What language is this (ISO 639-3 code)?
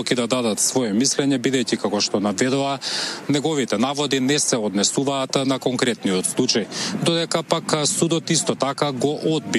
mkd